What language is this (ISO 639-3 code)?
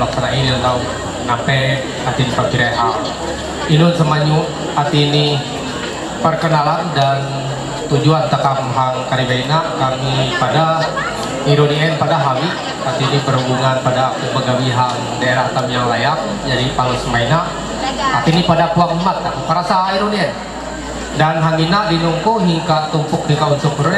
mhy